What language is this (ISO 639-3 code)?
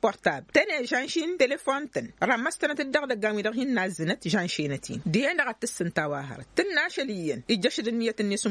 taq